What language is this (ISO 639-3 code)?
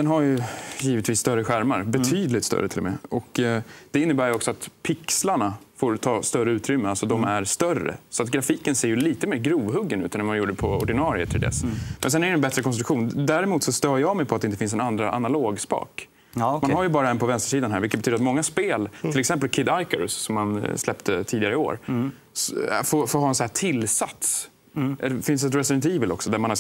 swe